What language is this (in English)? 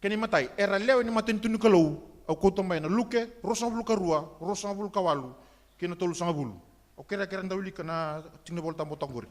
Fijian